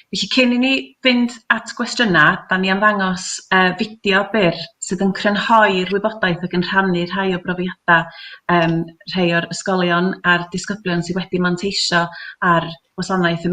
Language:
Welsh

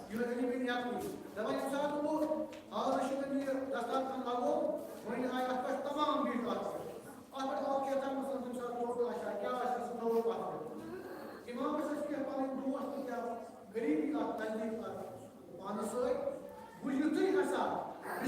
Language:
Kashmiri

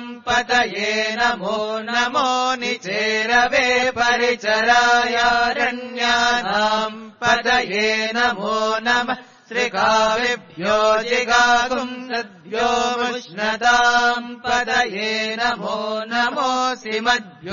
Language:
Sanskrit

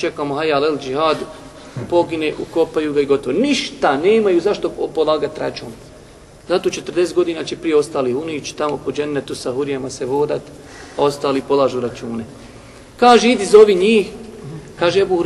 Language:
Bosnian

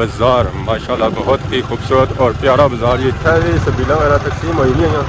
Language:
Pahari-Potwari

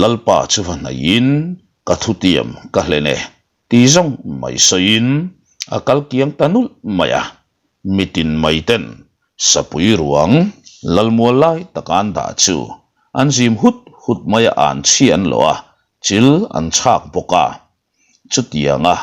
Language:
Mizo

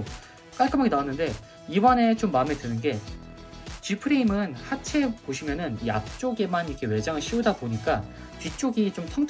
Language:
Korean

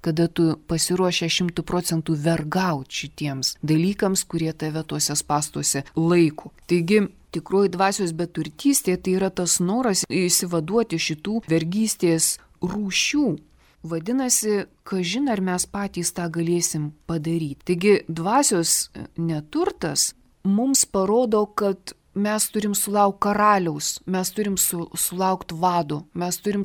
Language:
Lithuanian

